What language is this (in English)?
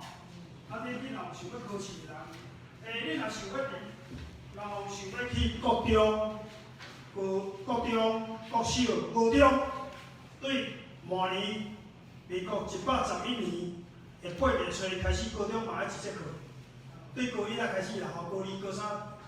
Min Nan Chinese